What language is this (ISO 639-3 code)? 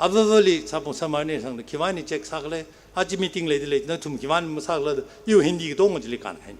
nmf